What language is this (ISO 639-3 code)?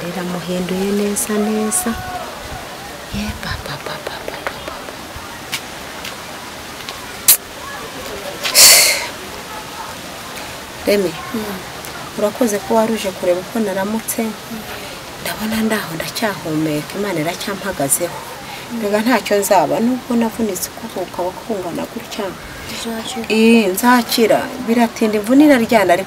kin